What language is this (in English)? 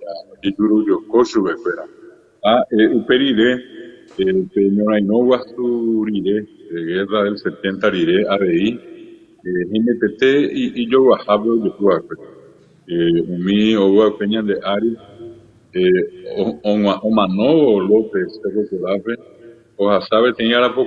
Guarani